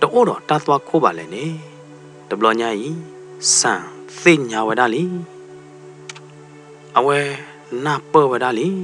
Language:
S'gaw Karen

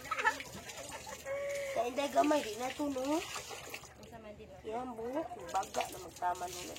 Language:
Cebuano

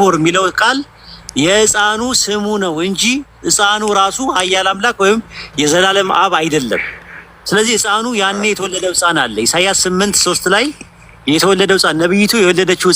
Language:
Amharic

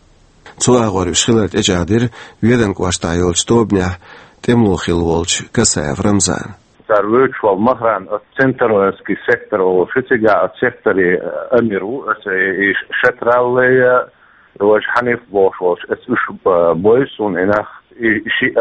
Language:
Chechen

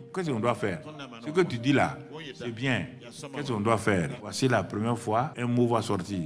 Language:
French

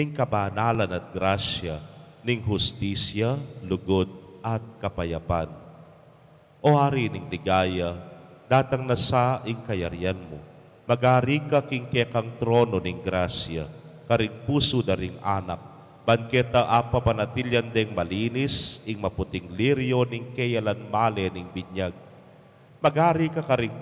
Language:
Pampanga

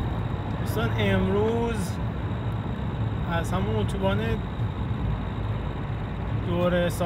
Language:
Persian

